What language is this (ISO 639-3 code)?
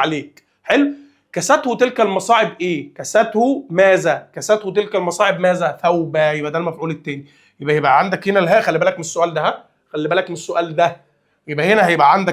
arz